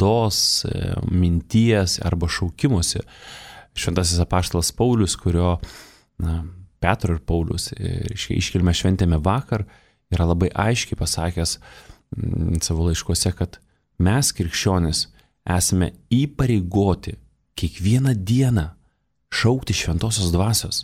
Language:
Lithuanian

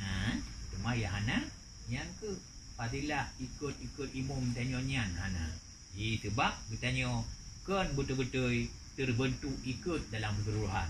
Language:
Achinese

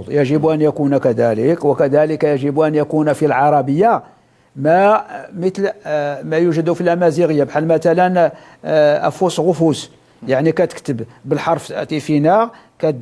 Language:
Moroccan Arabic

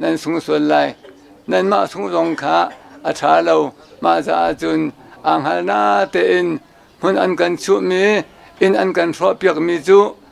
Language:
Hakha Chin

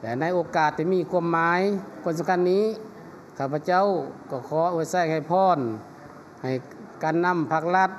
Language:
Lao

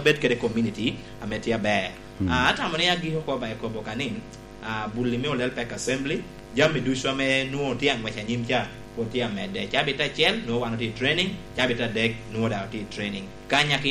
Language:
Lango (Uganda)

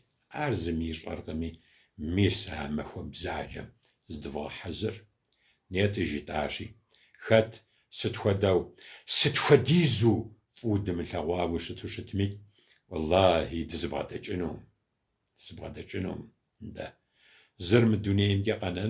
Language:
Kabardian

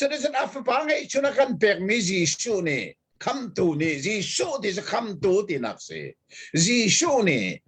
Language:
Hakha Chin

